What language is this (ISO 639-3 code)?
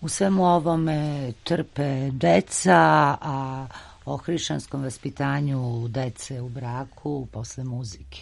srp